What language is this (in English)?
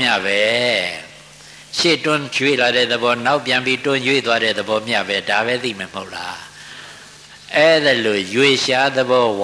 Burmese